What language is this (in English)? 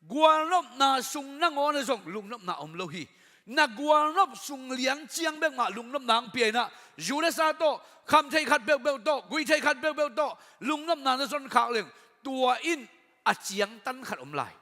Tedim Chin